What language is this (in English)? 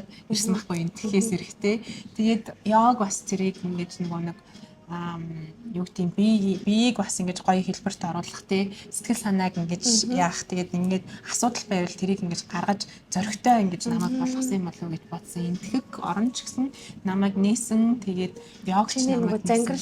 Mongolian